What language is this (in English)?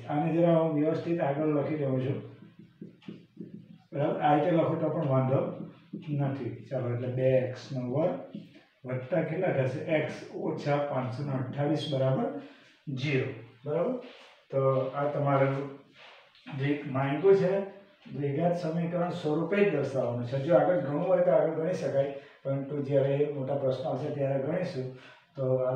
Gujarati